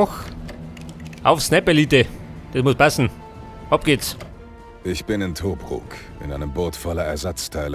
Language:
Bavarian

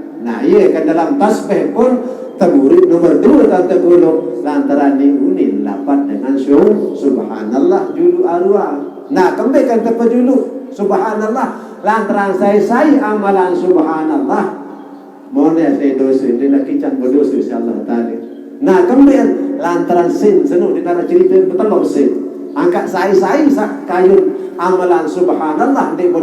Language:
Sasak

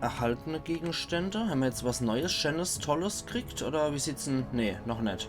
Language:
Palatine German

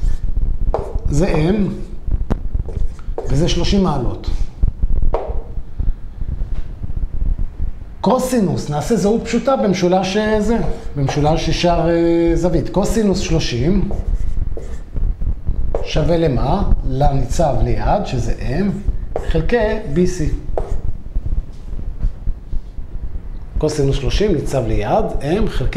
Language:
Hebrew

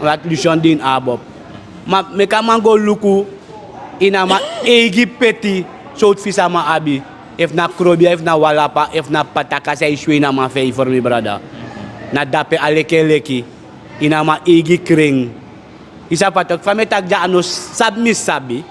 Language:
Sranan Tongo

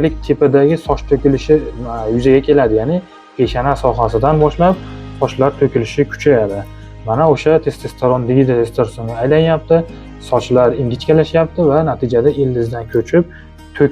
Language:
Uzbek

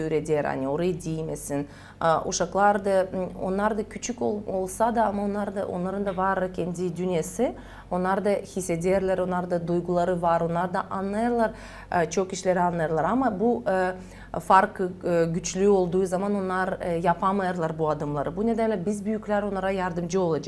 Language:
Gagauz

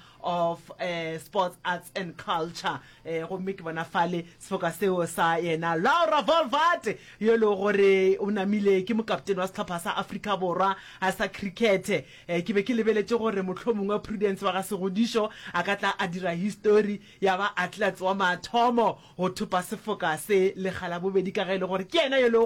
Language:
Northern Sotho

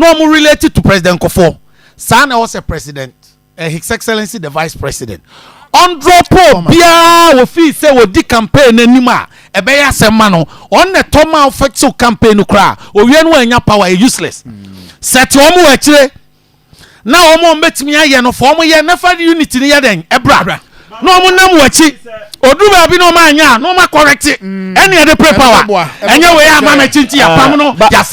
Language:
Akan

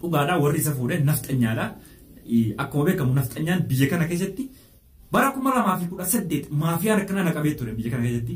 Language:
Oromo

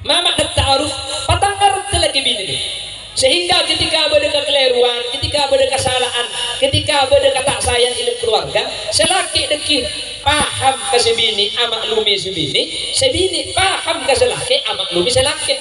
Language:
Madurese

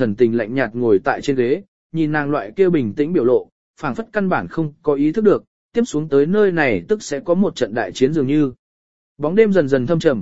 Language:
Vietnamese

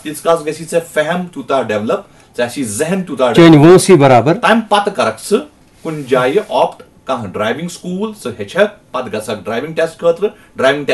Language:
Kashmiri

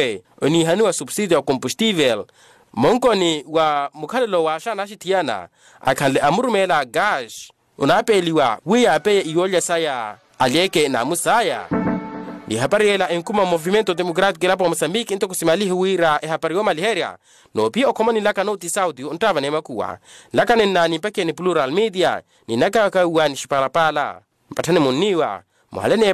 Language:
Makhuwa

